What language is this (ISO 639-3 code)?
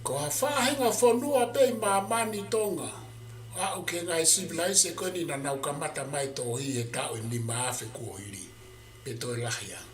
ton